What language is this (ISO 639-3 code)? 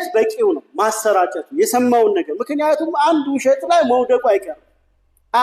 amh